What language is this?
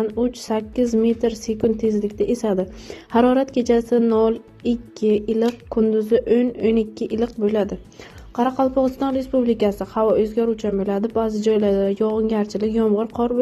Uzbek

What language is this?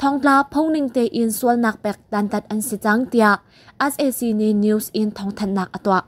Hakha Chin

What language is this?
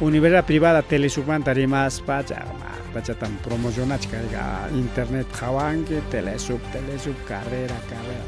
Ayacucho Quechua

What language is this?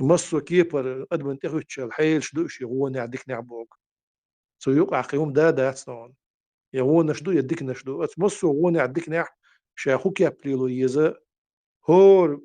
Chechen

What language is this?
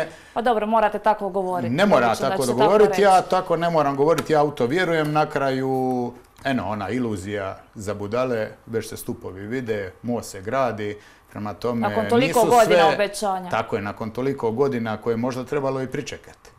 Croatian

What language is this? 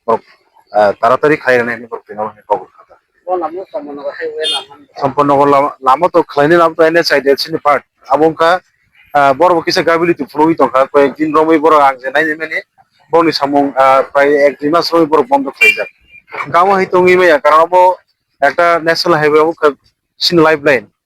Kok Borok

